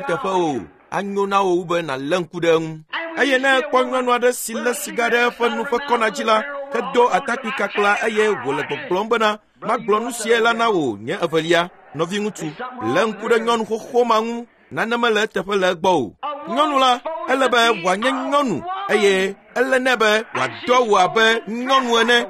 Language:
Ewe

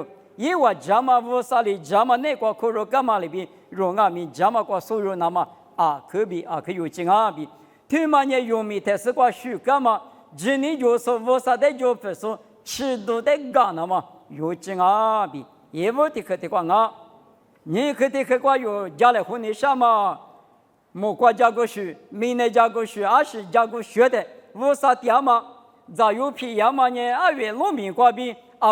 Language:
Lisu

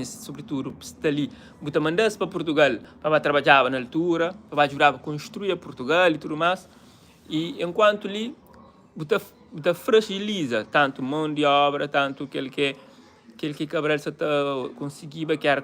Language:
Kabuverdianu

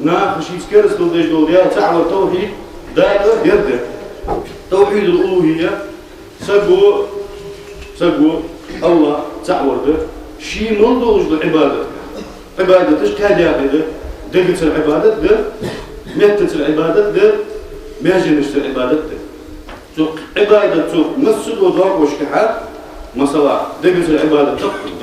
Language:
Ingush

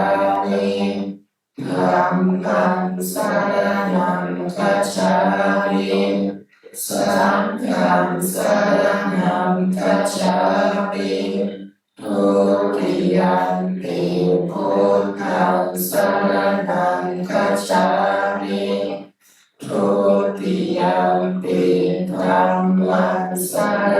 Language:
Pali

